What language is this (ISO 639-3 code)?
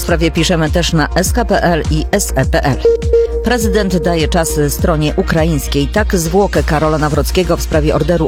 pol